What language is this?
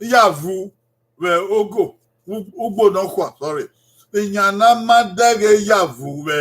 Bini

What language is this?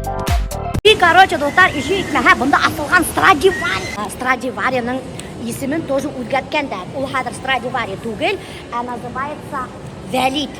Bashkir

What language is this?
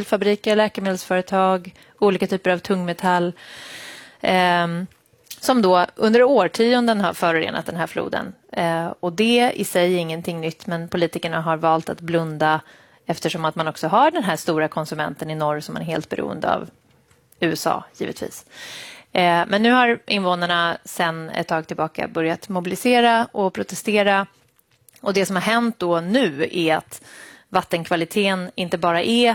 Swedish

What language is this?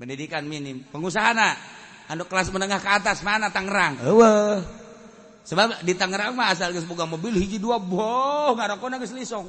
Sundanese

